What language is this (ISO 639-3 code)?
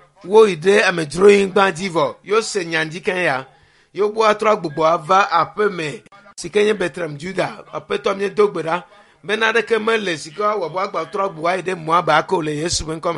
ewe